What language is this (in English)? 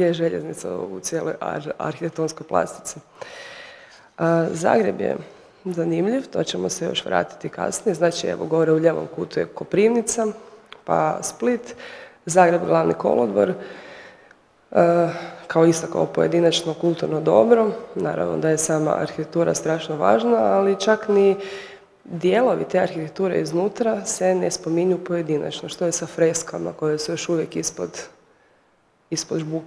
Croatian